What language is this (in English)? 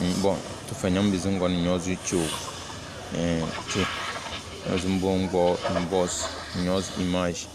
Tem